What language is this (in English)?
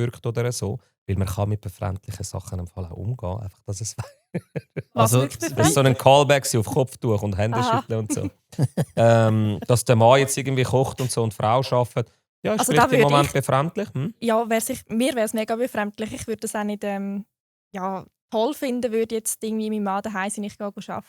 Swiss German